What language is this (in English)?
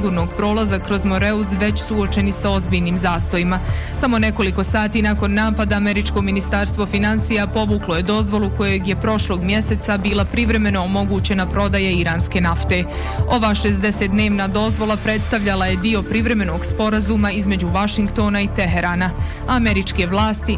Bosnian